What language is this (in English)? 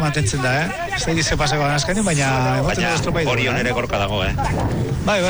Basque